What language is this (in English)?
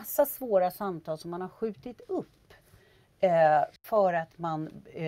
Swedish